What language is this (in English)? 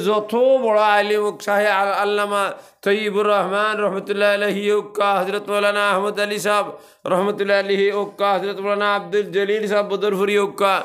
Sylheti